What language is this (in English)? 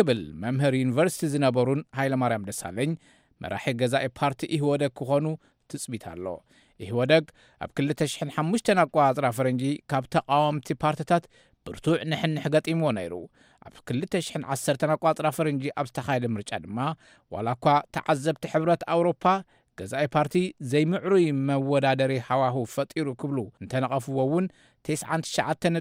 Tigrinya